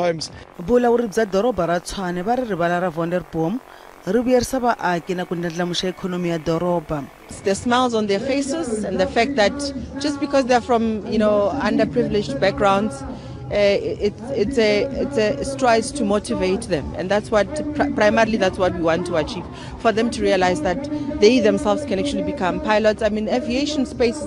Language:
Tsonga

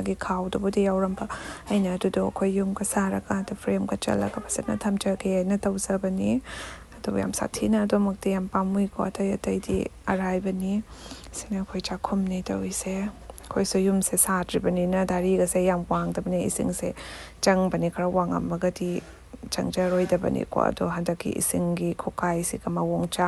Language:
Manipuri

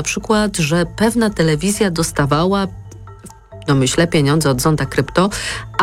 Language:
Polish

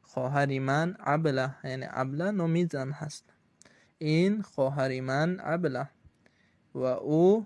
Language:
Tajik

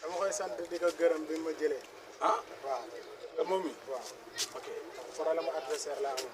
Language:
Wolof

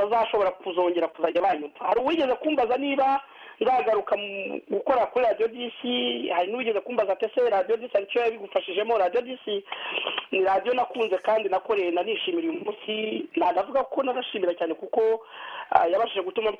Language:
Kinyarwanda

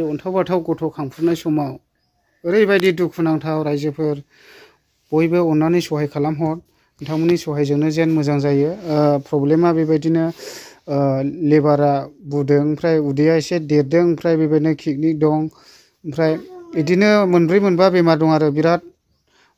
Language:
Bodo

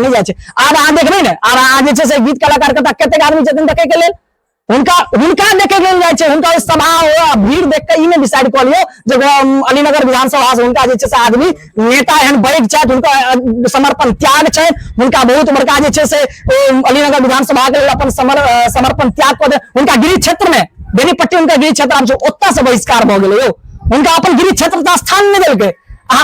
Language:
Maithili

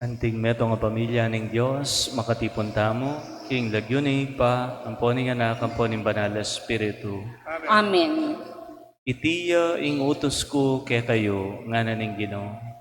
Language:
Pampanga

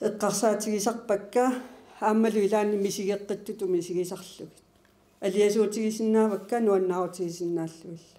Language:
Kalaallisut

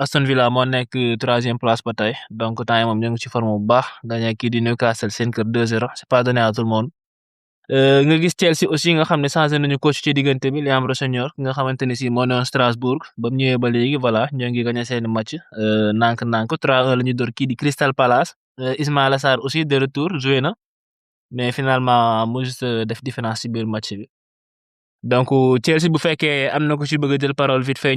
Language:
Wolof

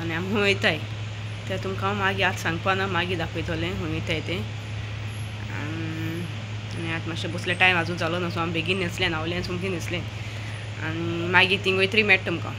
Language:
Konkani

